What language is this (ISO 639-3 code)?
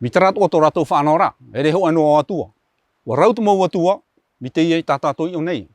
tah